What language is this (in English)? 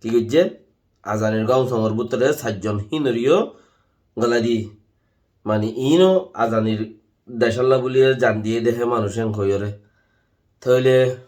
Rohingya